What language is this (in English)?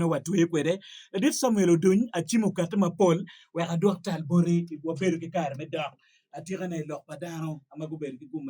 Acoli